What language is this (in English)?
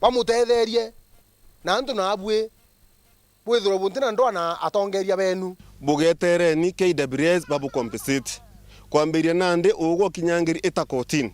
Meru